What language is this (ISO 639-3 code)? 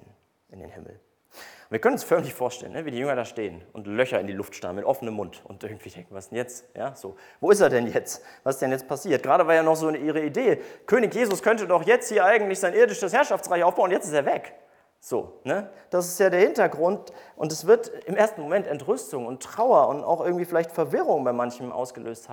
deu